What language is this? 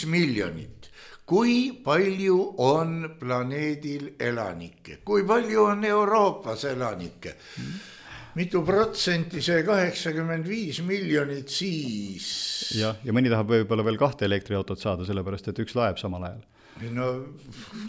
Estonian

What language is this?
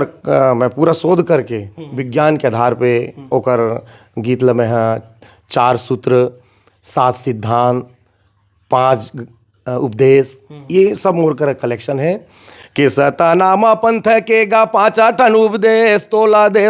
Chhattisgarhi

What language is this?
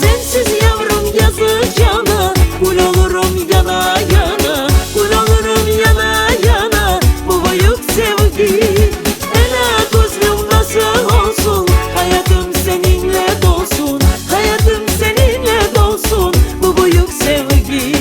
Crimean Tatar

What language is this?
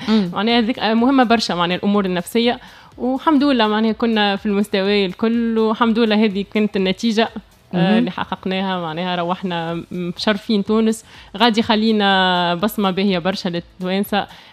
Tunisian Arabic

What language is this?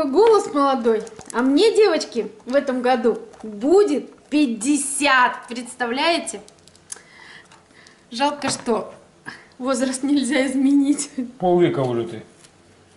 Russian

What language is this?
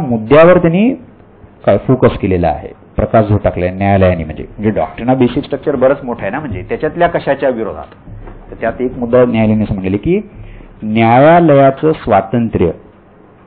Marathi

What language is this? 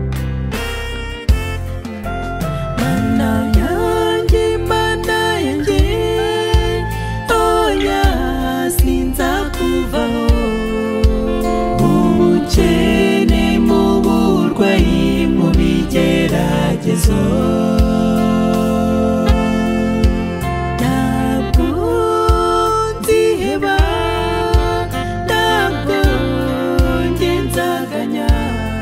Kinyarwanda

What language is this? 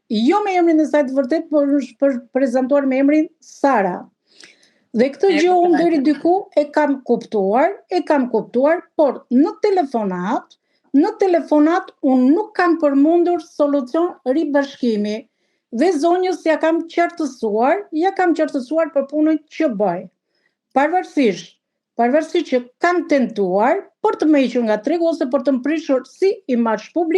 Albanian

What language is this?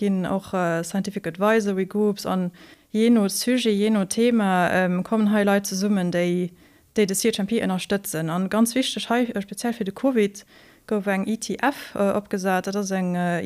Luxembourgish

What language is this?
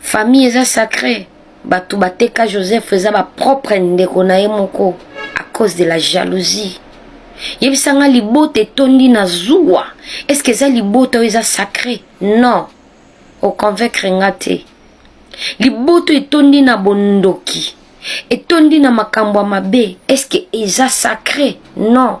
Lingala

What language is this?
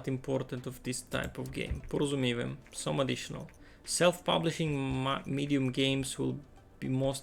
Rusyn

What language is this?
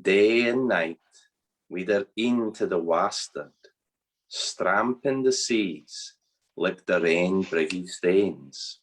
Scots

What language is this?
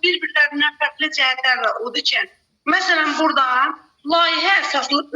Azerbaijani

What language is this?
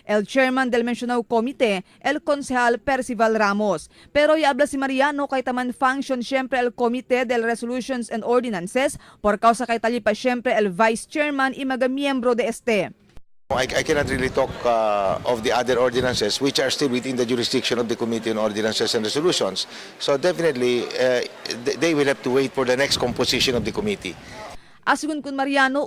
Chavacano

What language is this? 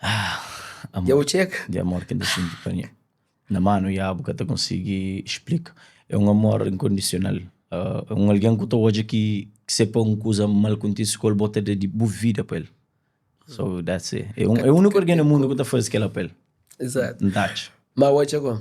Kabuverdianu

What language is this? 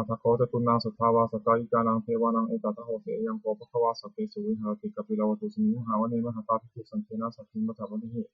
Pali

